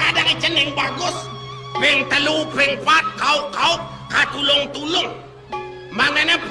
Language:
Balinese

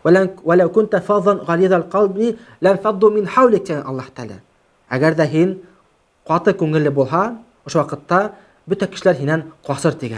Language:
Bashkir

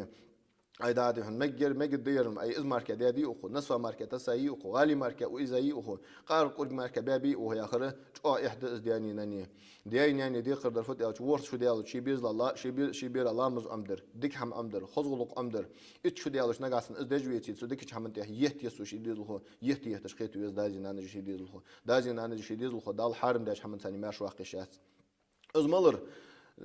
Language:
Ingush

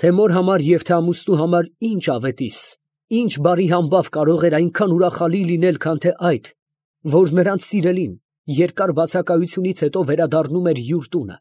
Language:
Armenian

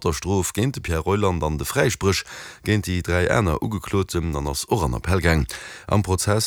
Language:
Luxembourgish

